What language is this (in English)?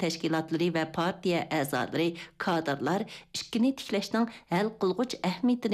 Uyghur